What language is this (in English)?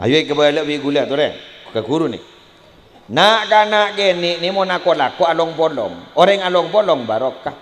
Madurese